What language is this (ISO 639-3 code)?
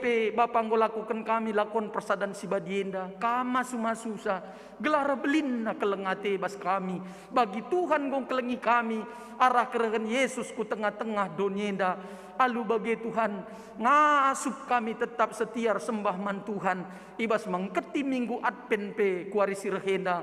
btx